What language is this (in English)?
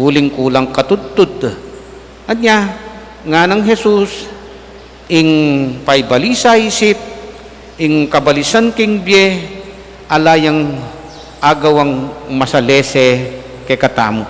Pampanga